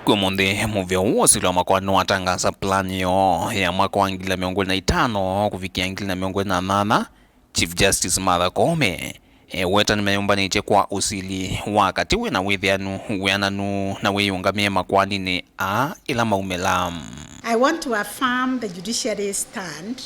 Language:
Kamba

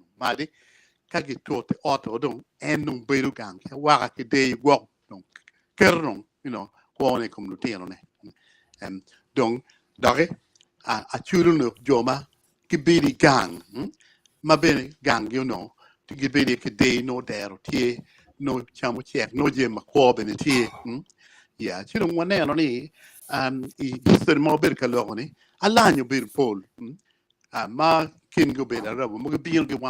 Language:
Acoli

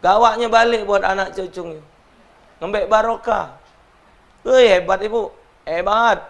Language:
Musi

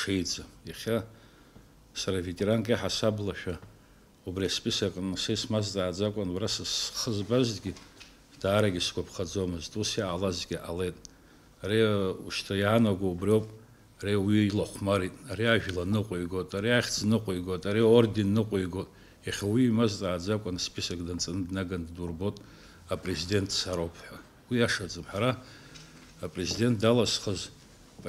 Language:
Abkhazian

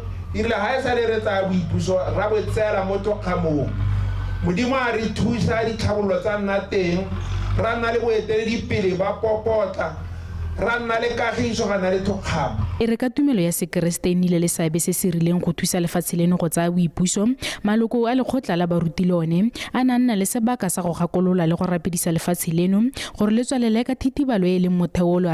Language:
Tswana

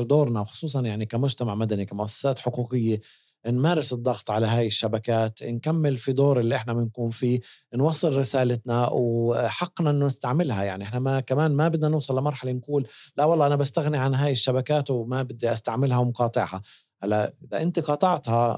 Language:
North Levantine Arabic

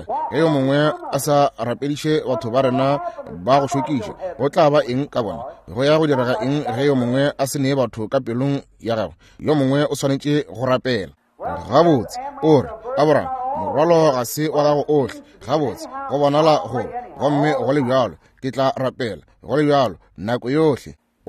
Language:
Northern Sotho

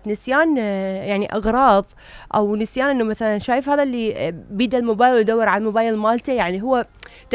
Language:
Mesopotamian Arabic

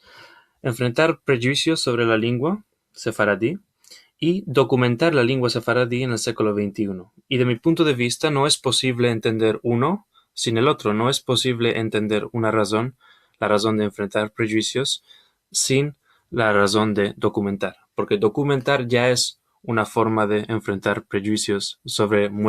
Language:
Ladino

